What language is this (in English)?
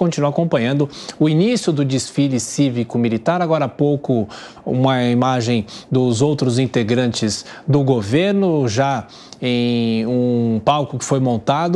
Portuguese